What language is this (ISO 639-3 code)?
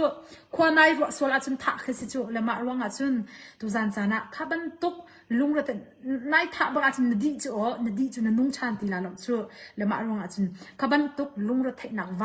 cnh